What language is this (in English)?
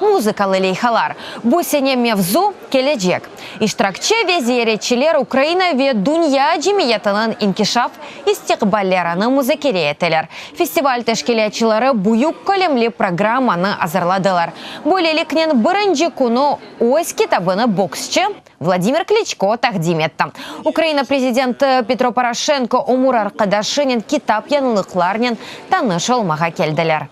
Crimean Tatar